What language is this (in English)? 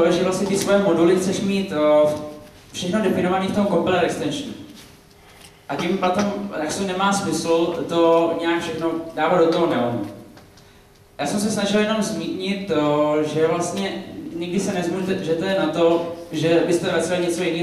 Czech